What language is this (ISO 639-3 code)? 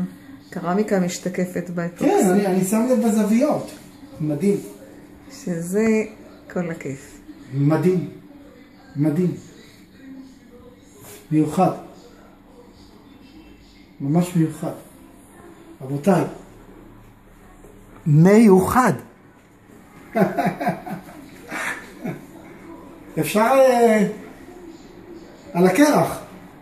heb